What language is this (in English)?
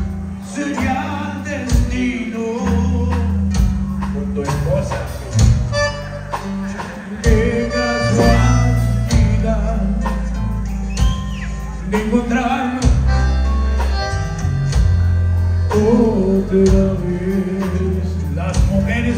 Spanish